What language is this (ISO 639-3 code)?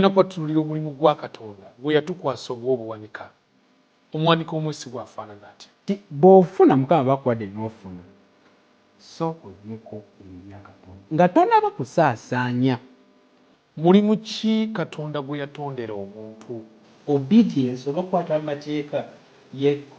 lug